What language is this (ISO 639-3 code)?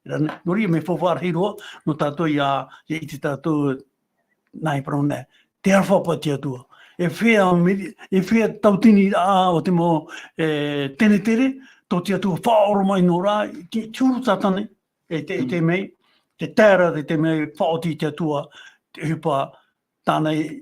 tah